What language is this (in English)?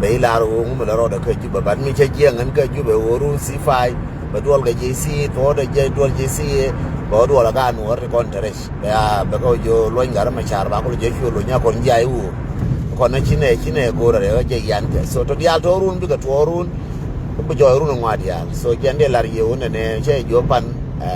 Nuer